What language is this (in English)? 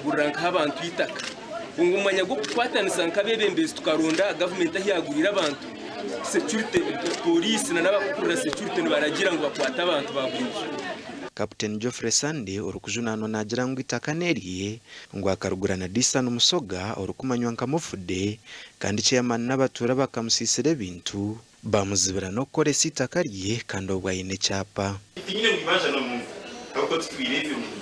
Nyankole